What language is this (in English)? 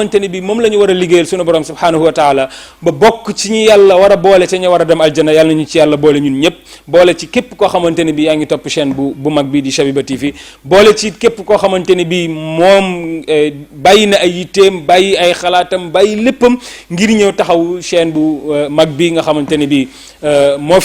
Wolof